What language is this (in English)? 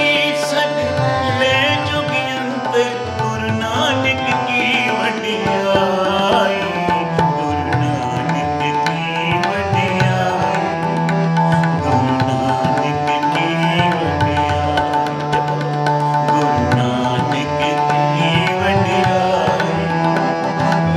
Punjabi